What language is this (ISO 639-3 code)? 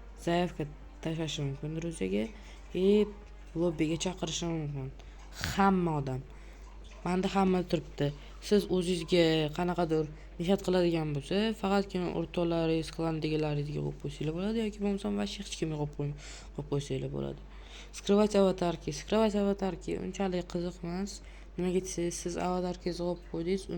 uzb